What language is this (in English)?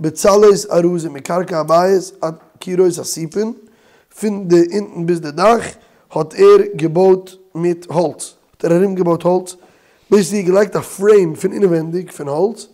Yiddish